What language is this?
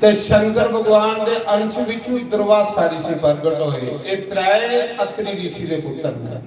Dogri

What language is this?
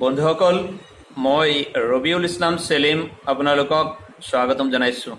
Assamese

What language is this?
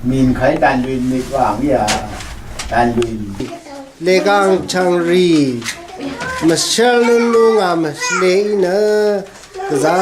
Rawang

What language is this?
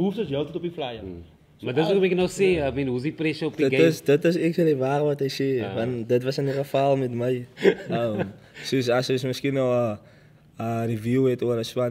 Afrikaans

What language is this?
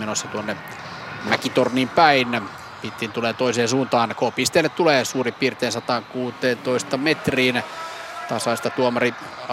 Finnish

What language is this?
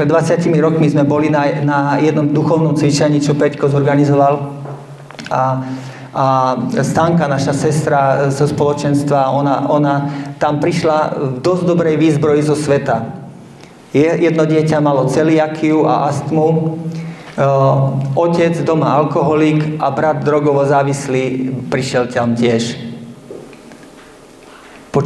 Slovak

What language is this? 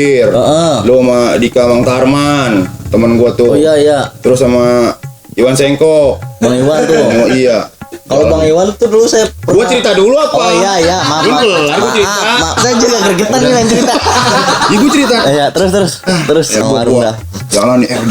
Betawi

